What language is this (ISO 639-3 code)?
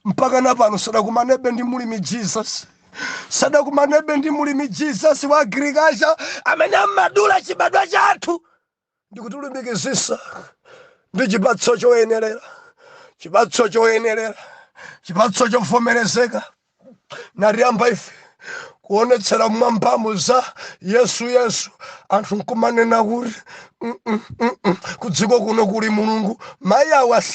nya